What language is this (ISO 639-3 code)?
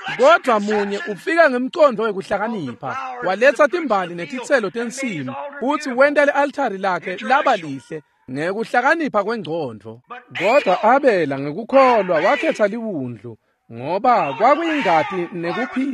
ssw